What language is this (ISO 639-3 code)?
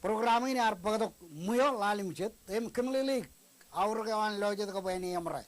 mah